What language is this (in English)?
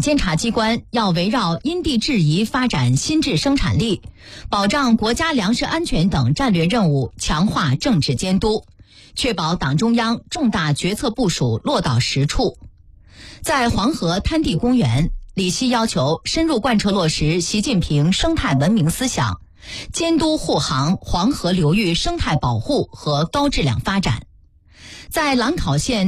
Chinese